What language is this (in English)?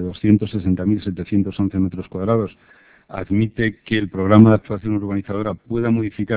Spanish